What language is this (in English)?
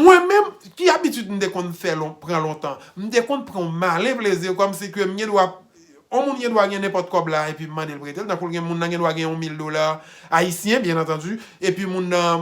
Haitian Creole